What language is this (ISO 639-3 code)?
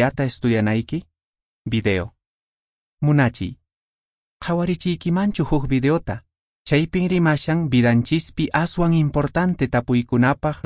que